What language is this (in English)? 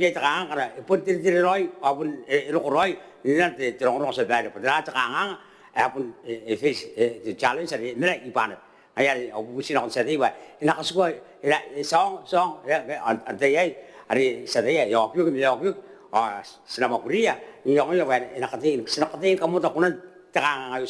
Gilbertese